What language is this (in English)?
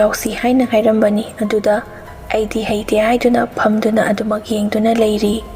Manipuri